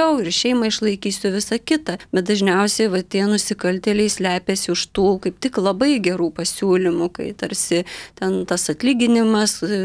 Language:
Lithuanian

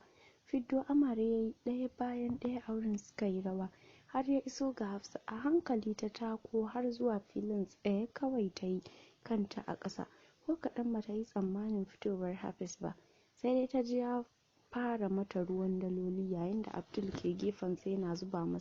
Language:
Hausa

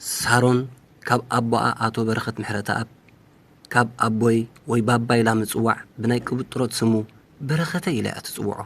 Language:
Tigrinya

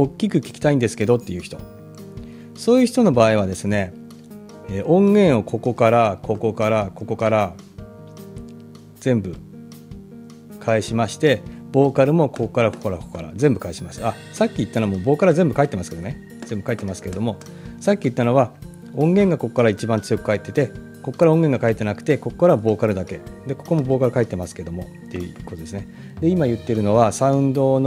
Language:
Japanese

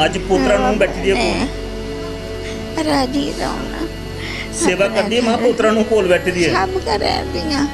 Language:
Dogri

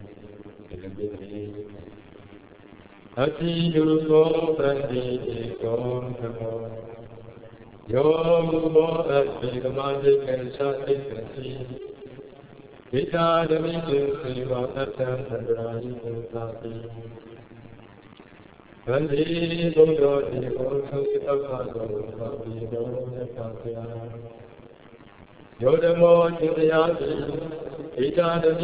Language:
Burmese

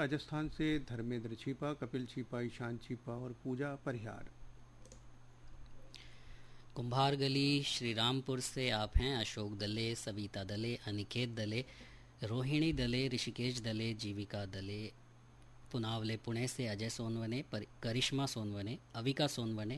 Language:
Hindi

